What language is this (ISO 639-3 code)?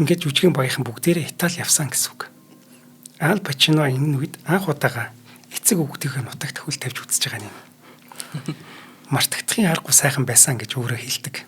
mon